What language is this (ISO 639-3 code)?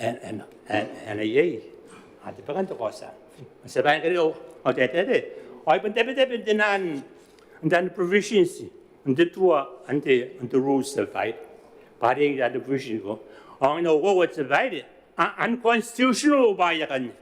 gil